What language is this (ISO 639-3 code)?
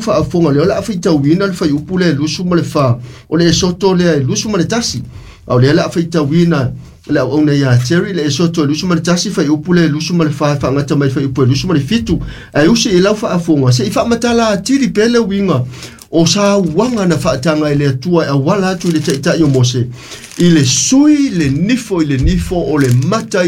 smo